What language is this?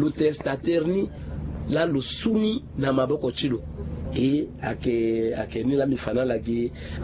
Sango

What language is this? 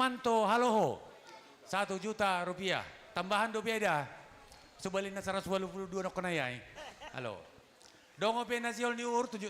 Batak Simalungun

